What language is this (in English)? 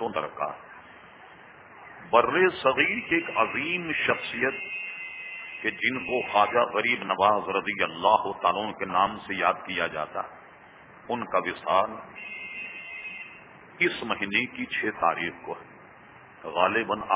Urdu